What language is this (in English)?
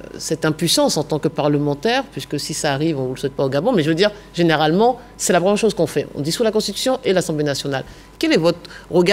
French